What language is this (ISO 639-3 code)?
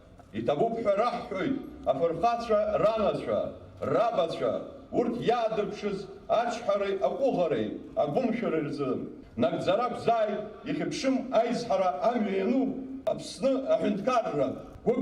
abk